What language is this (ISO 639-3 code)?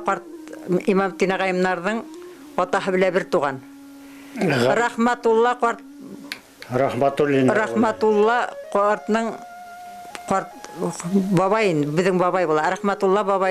bak